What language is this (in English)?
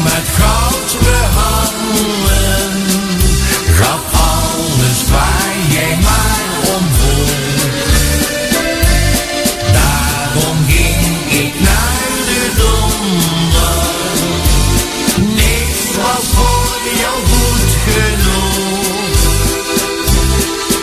Dutch